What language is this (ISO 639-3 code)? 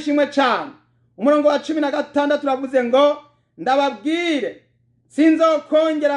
run